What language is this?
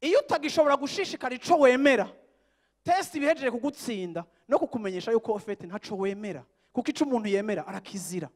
Rundi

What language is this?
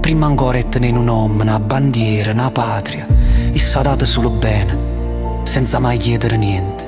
Neapolitan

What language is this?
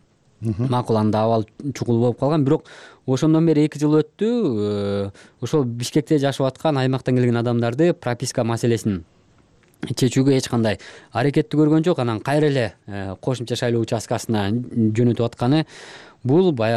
Kyrgyz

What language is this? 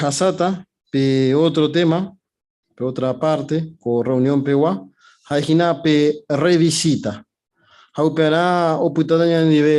Guarani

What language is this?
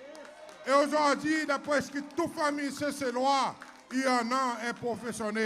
Seselwa Creole French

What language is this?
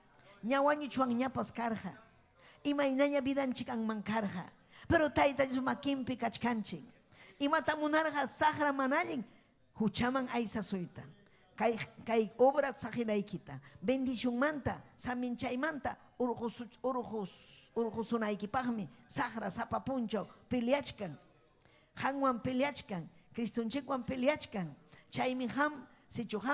Ayacucho Quechua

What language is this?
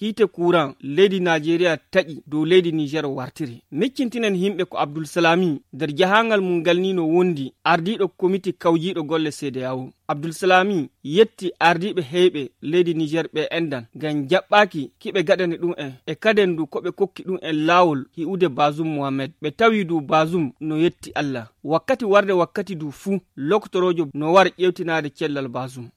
Nigerian Fulfulde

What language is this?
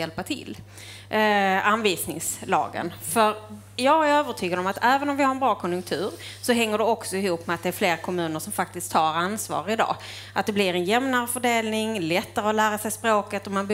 Swedish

